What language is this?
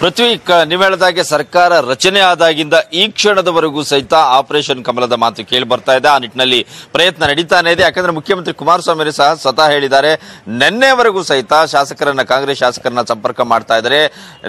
Kannada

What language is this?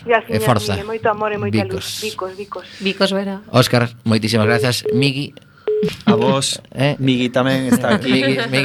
Galician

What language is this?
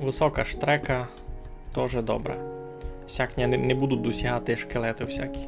Rusyn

